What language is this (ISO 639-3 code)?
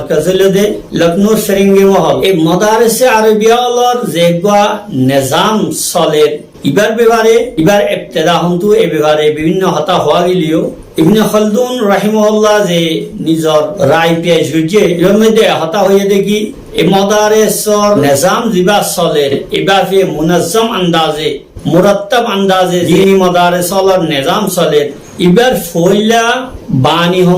rhg